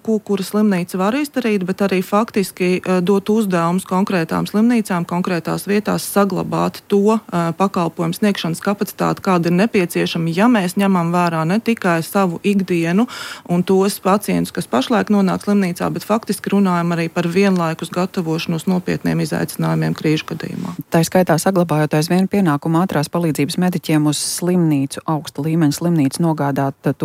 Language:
Latvian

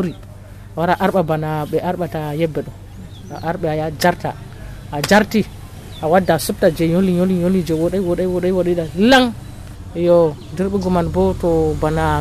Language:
Nigerian Fulfulde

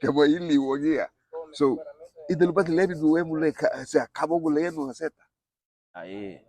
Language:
Garifuna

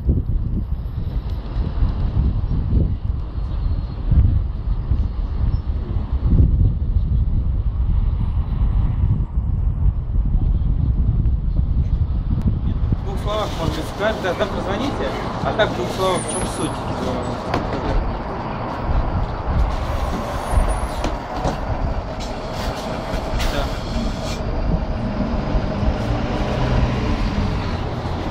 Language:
Russian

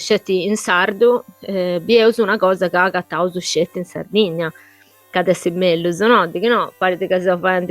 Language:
Sardinian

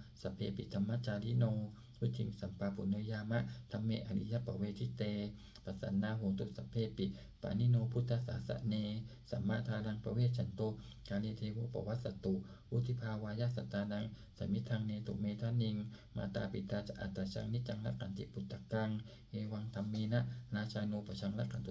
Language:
Pali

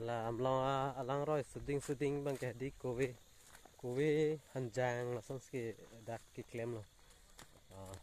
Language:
Karbi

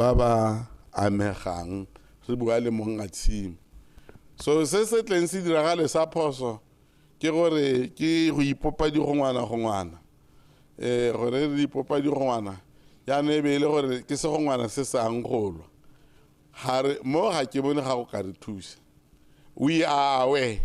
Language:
Tswana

